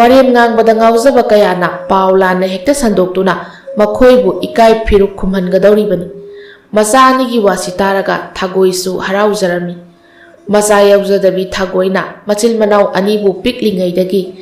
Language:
Manipuri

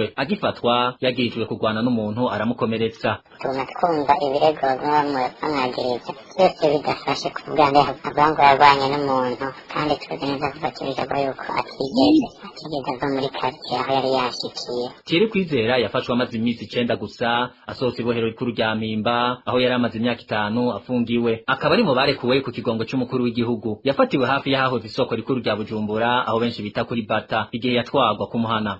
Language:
Rundi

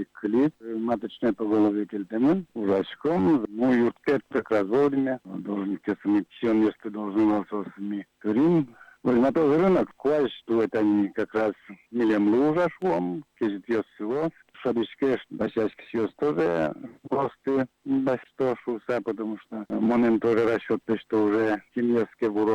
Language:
Udmurt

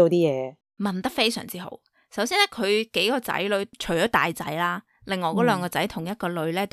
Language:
Cantonese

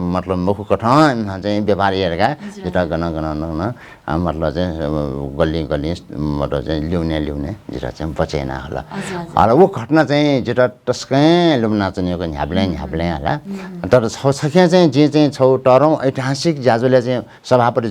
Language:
Newari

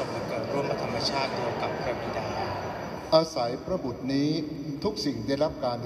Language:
Thai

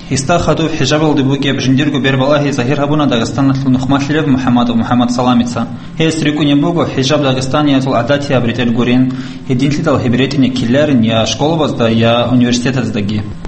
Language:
Avaric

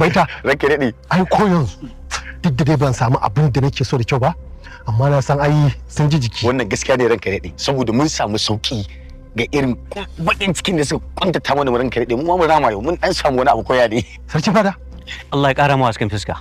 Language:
Hausa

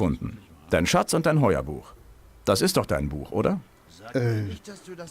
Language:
Bavarian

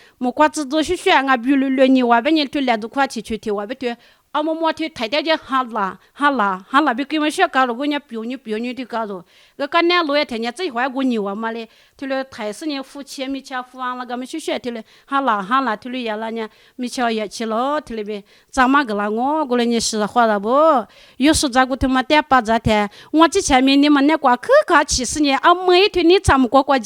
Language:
Lisu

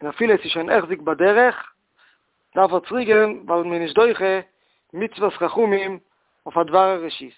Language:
Yiddish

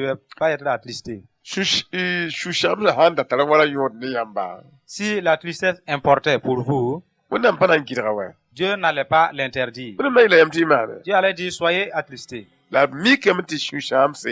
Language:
Mossi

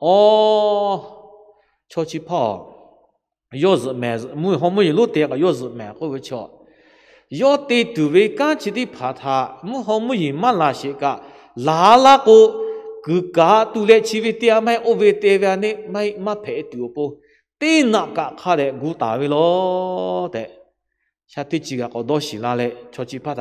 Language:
Lahu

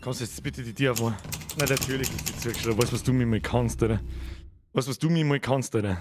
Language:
Bavarian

